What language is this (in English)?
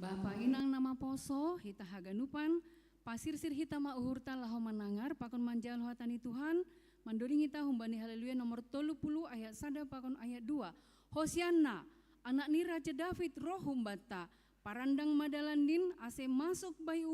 Batak Simalungun